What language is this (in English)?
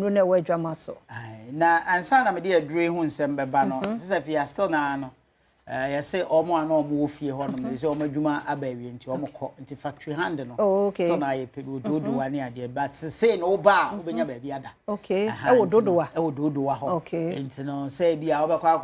Akan